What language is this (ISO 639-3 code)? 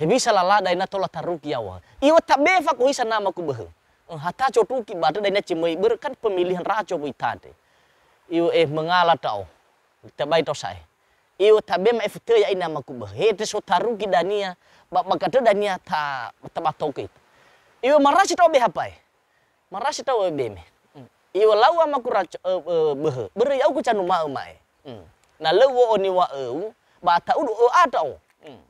nia